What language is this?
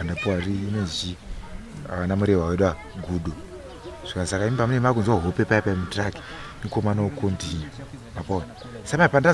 Shona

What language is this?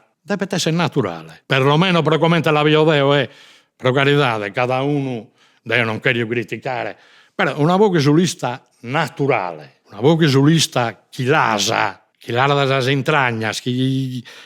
Sardinian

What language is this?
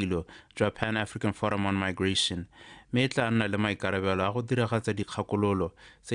Tswana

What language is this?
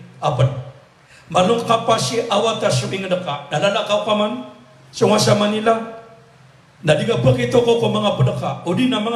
Maranao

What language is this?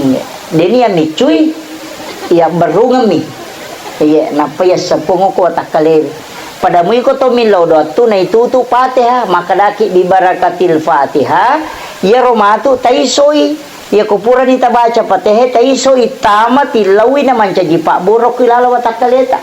Buginese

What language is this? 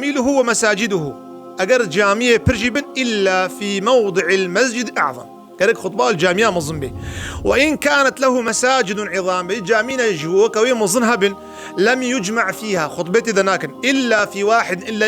Kurdish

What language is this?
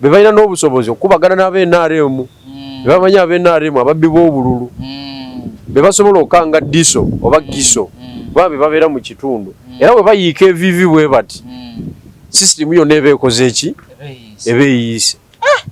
Ganda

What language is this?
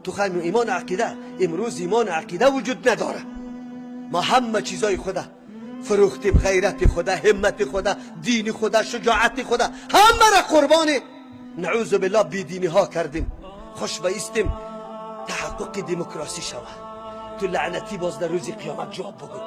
Tajik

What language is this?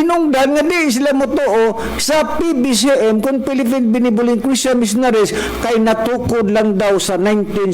Cebuano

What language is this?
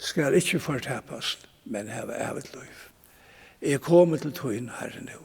Faroese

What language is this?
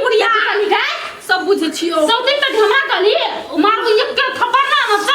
Maithili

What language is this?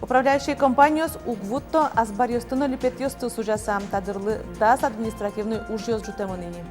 Udmurt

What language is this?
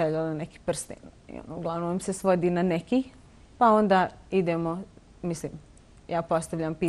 Bosnian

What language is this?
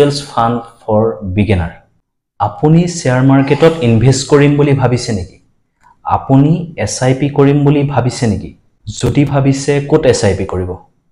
Assamese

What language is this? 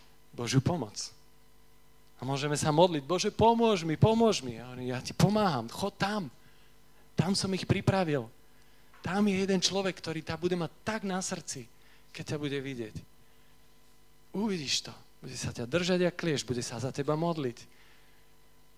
Slovak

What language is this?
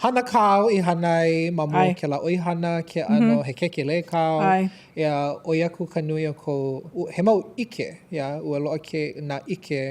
Hawaiian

